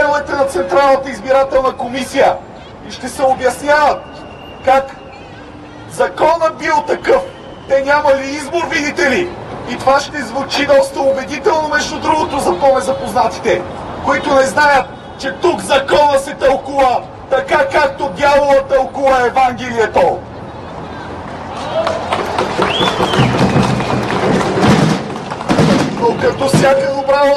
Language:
Bulgarian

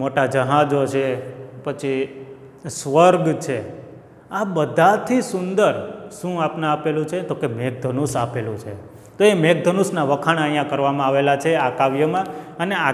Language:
Gujarati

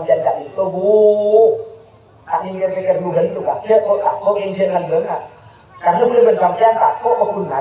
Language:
Madurese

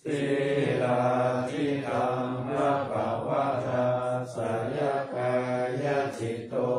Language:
Pali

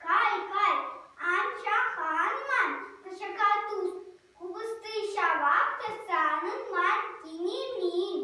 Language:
Chuvash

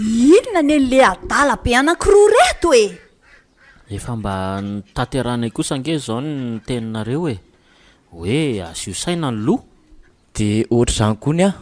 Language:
Malagasy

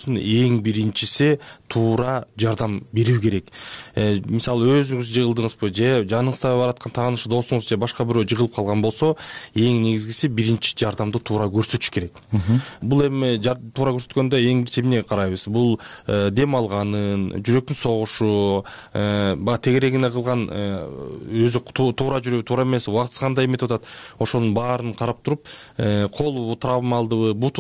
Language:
Kyrgyz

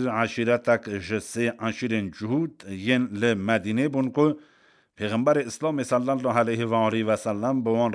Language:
Kurdish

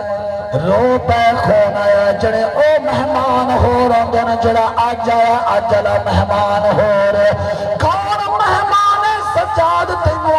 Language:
Saraiki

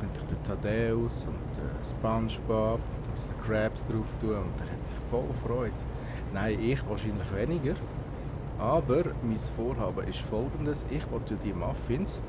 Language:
Swiss German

